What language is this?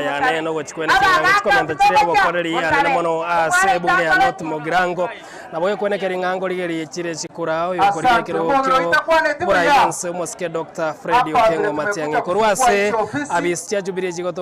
Gusii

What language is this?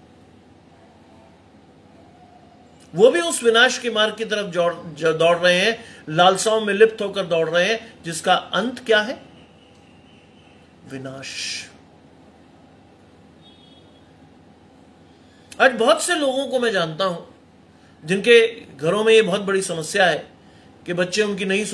Hindi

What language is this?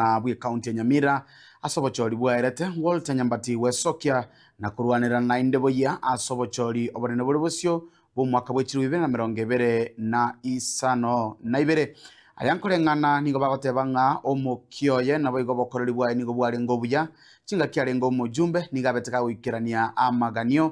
Gusii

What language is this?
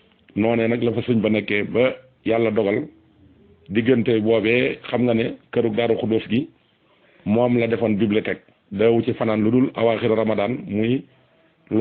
Wolof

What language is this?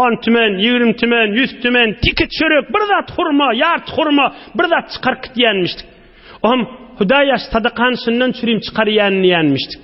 Turkmen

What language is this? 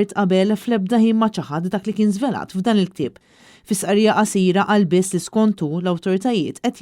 Maltese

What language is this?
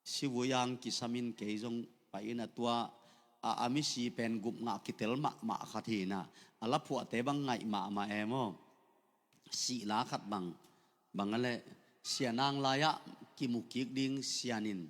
Tedim Chin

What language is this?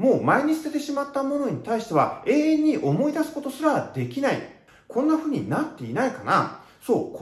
Japanese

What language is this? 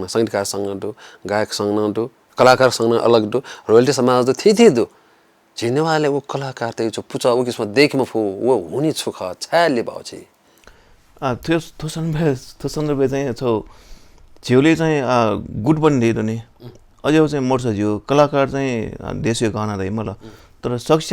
Newari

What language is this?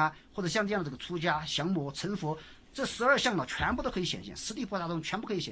Chinese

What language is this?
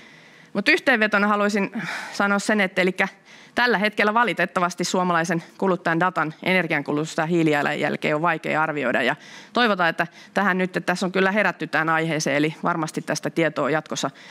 Finnish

